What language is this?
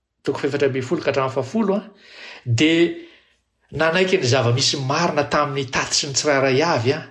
Malagasy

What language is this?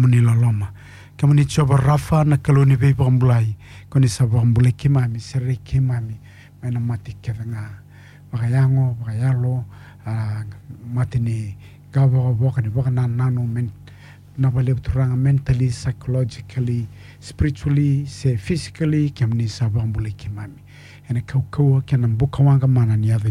Fijian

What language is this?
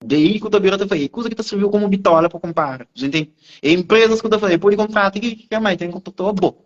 Kabuverdianu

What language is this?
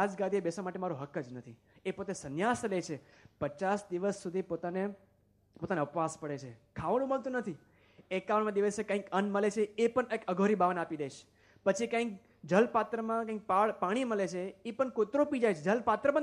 Gujarati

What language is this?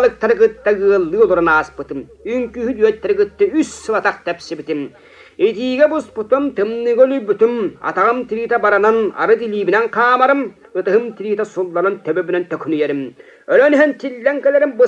Yakut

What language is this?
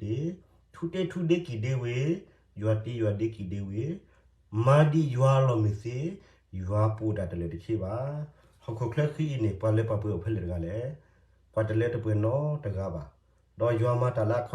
S'gaw Karen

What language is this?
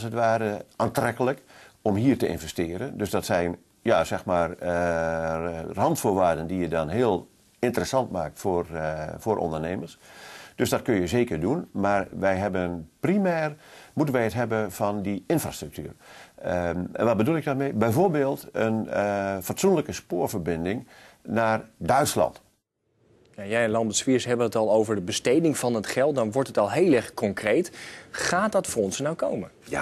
Dutch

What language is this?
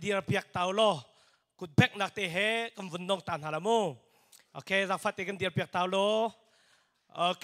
Hakha Chin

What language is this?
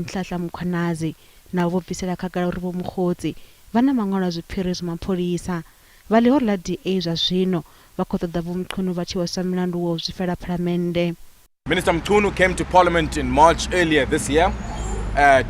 Venda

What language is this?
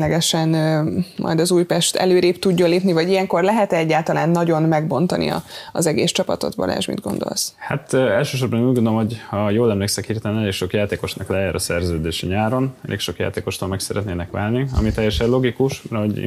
Hungarian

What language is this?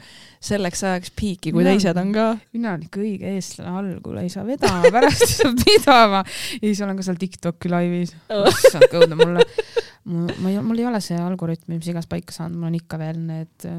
Estonian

